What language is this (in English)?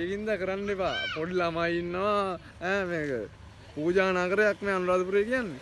Sinhala